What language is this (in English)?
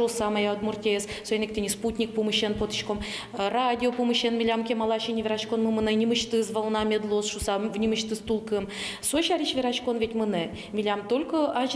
Udmurt